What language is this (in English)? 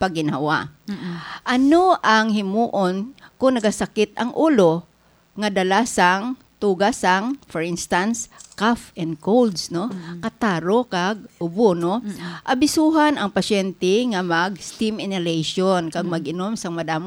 Hiligaynon